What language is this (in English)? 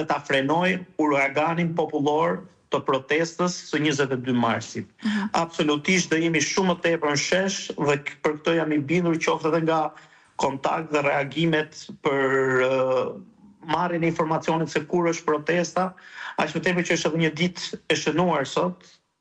Albanian